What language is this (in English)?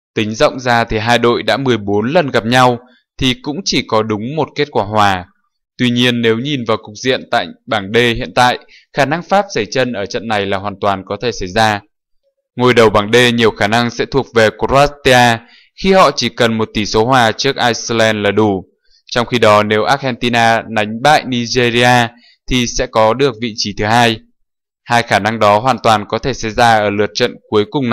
Vietnamese